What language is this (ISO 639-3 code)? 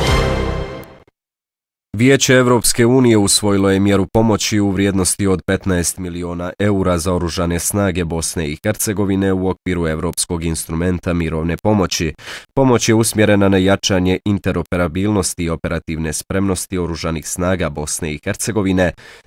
bos